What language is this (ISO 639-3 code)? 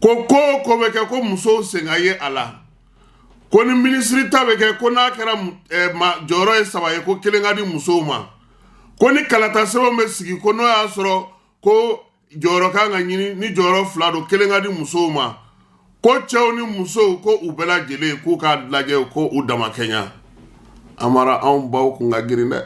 bam